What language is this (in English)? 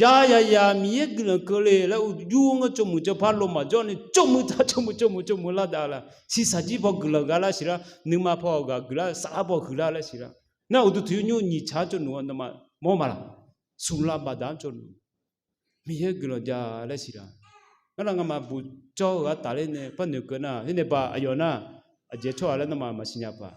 Akha